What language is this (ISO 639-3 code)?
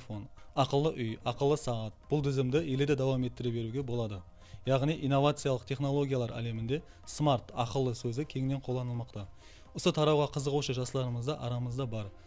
kaa